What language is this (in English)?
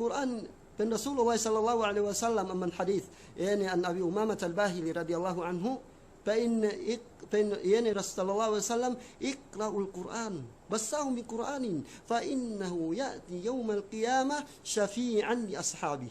Yakan